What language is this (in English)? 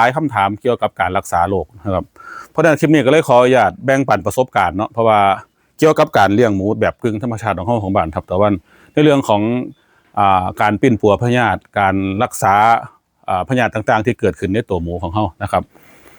Northeastern Thai